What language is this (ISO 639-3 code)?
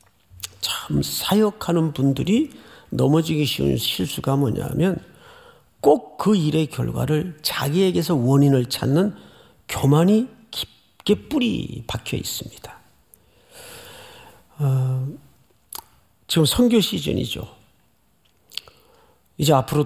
kor